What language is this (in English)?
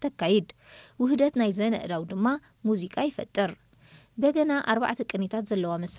Tigrinya